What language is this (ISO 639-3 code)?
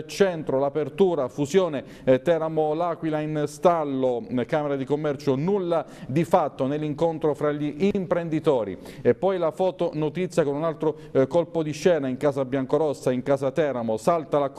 ita